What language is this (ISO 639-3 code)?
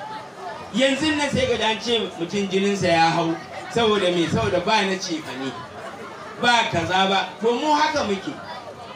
hau